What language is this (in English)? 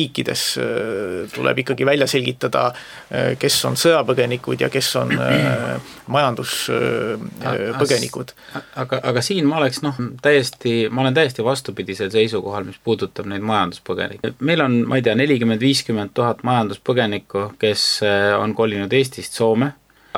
Estonian